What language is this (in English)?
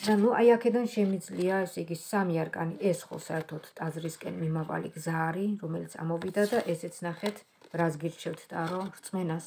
Georgian